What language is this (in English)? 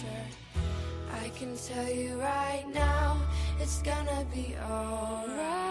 Dutch